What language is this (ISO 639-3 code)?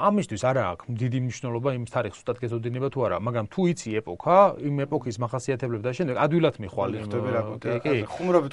kat